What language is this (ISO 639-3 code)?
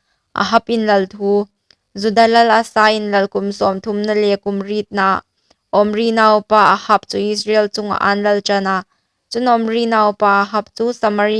hmr